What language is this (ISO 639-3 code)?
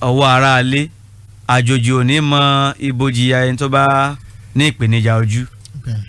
yor